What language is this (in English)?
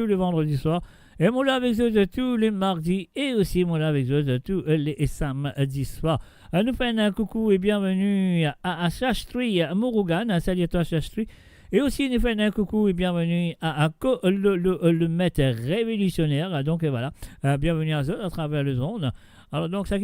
Morisyen